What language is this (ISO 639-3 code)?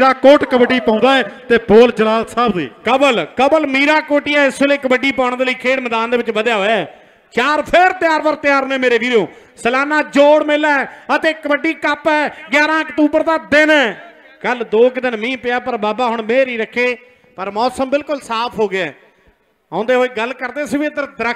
pan